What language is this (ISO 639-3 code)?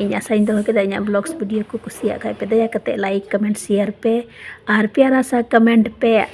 sat